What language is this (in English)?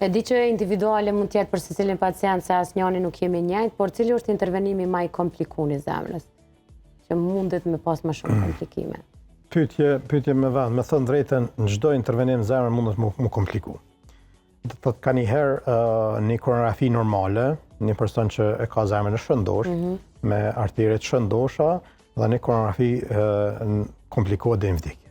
Albanian